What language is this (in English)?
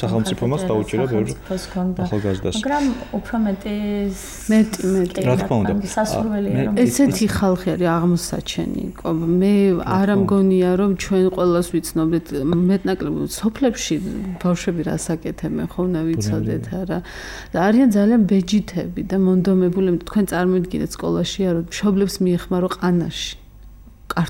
Georgian